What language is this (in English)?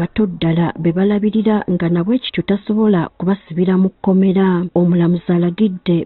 Ganda